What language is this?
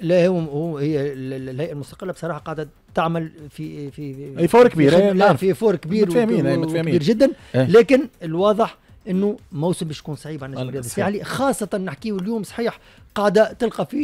Tunisian Arabic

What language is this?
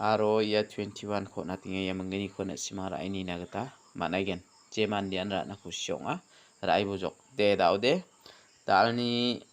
Garo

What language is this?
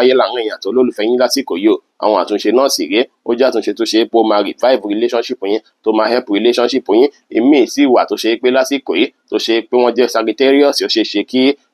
Yoruba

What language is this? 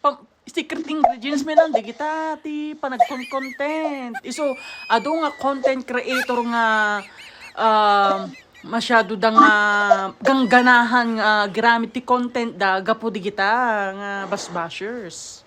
Iloko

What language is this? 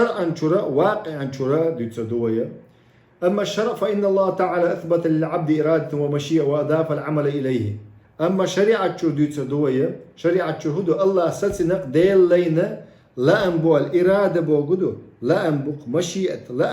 Chechen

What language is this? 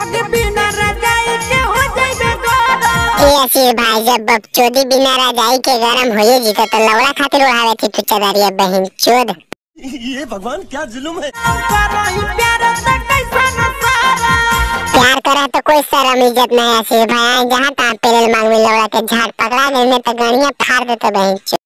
Magahi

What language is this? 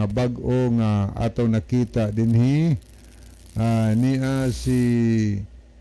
Cebuano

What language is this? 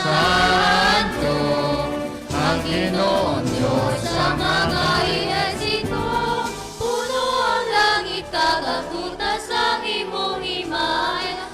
Hiligaynon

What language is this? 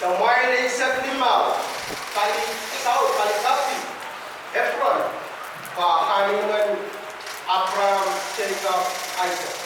Pohnpeian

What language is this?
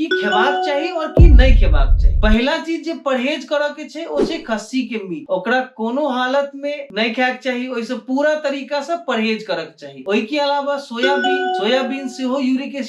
Maithili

